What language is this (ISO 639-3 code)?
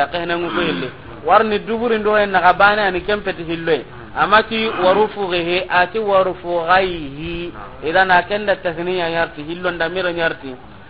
snk